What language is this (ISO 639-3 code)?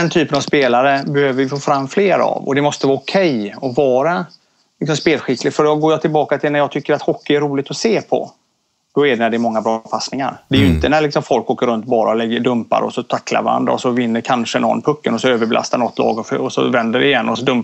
swe